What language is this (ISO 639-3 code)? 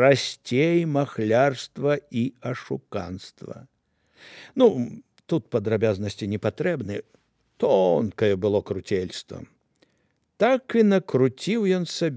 bel